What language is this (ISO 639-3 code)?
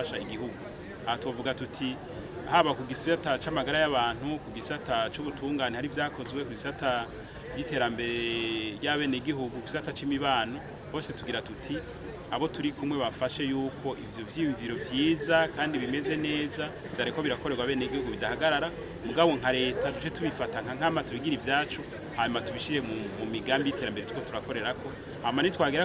run